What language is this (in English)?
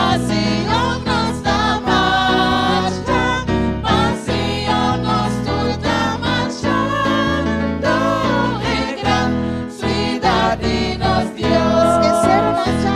Papiamento